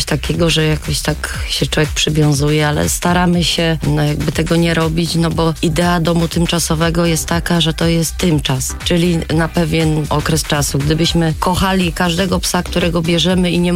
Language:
Polish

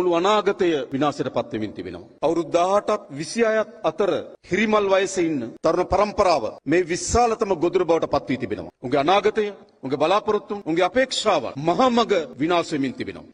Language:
Sinhala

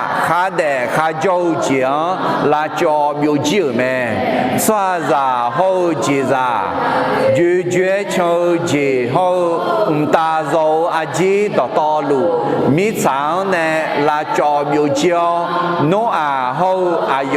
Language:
Akha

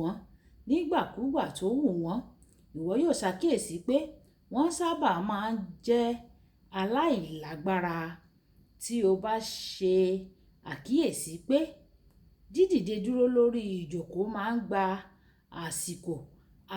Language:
Yoruba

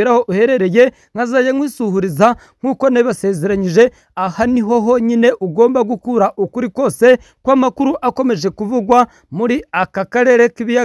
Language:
Kinyarwanda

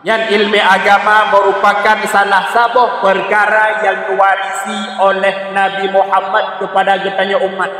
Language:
Achinese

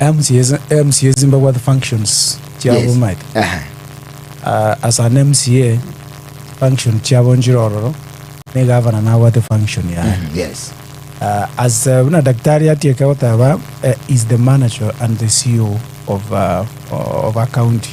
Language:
Gusii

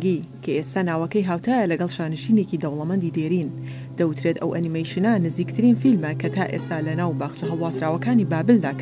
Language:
Central Kurdish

